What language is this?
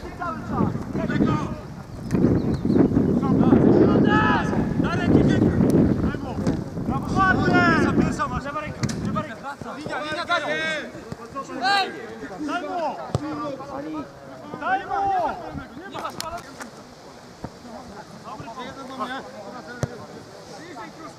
Polish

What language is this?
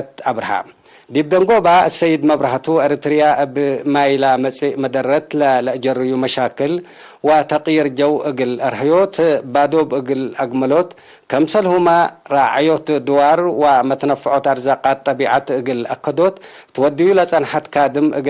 Tigre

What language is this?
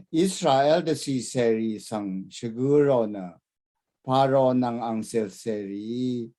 Rawang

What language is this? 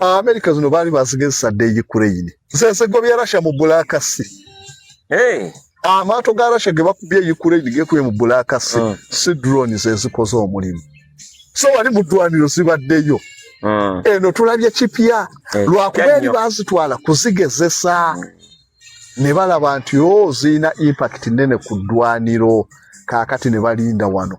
Ganda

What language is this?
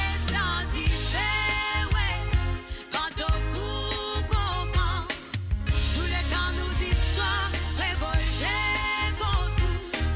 Morisyen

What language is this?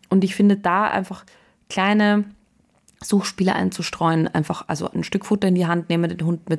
German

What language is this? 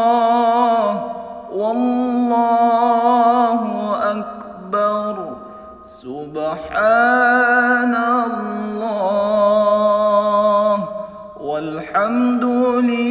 Arabic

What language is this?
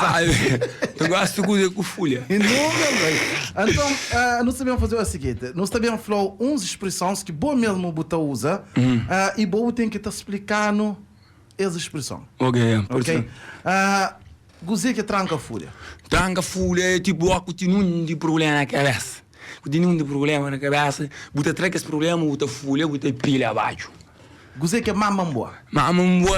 Kabuverdianu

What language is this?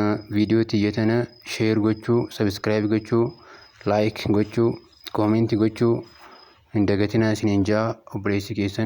Oromo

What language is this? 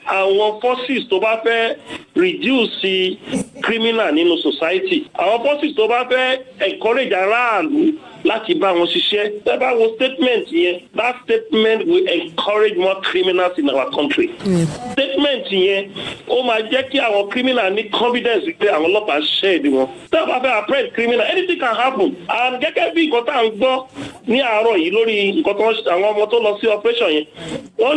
Yoruba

